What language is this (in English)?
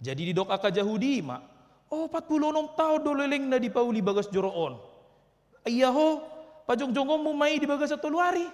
Batak Toba